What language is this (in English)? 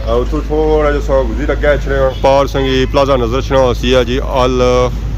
Pahari-Potwari